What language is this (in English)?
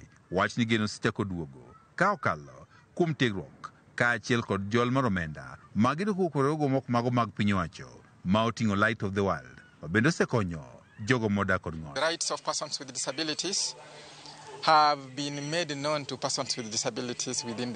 Luo (Kenya and Tanzania)